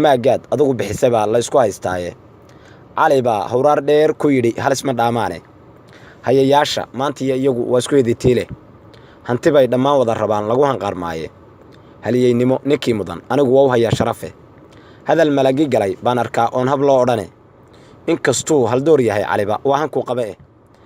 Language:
Somali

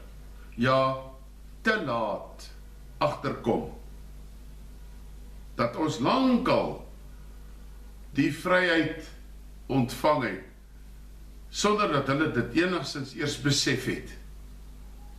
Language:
Afrikaans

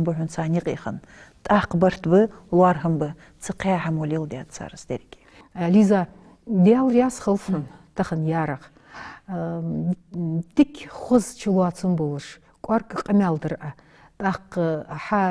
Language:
Ingush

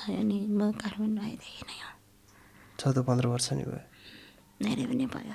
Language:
Nepali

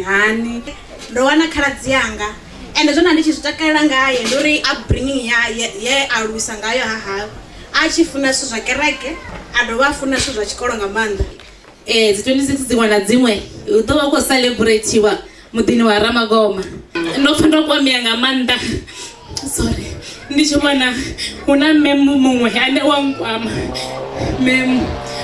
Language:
Venda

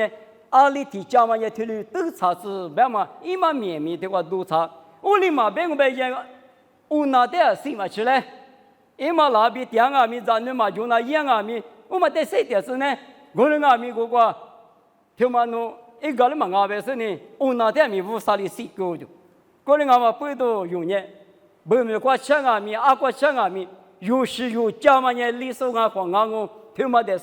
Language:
Lisu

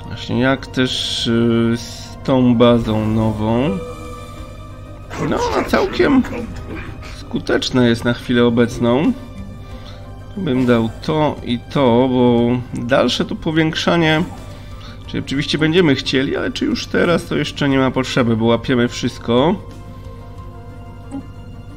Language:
Polish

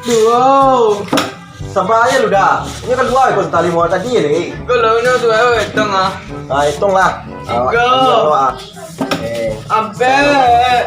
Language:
Minangkabau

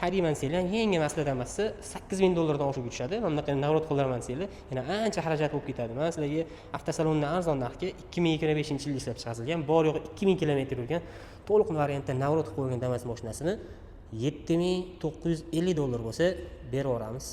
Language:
Uzbek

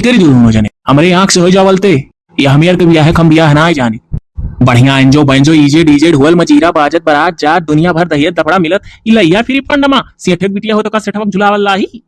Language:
Awadhi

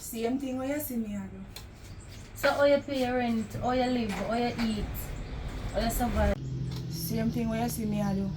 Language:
Jamaican Creole English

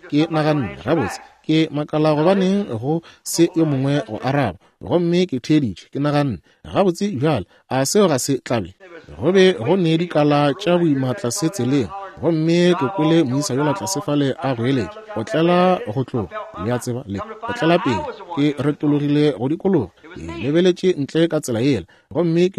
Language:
Northern Sotho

